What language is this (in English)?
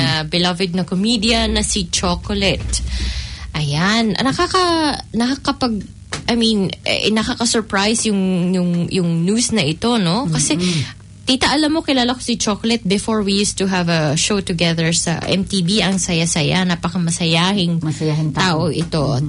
Filipino